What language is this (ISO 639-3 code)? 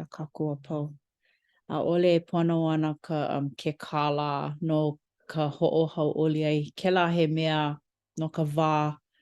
haw